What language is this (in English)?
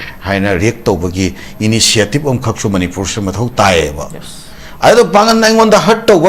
Manipuri